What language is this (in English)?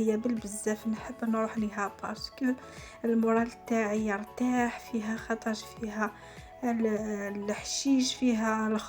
Algerian Arabic